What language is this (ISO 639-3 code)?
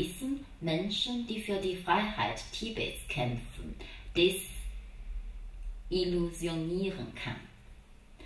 deu